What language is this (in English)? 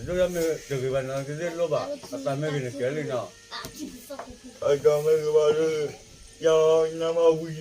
S'gaw Karen